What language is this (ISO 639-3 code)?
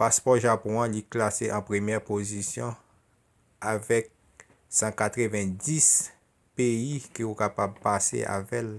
hat